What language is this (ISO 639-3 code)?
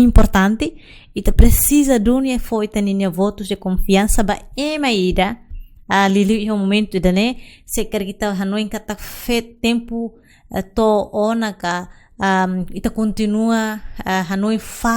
tet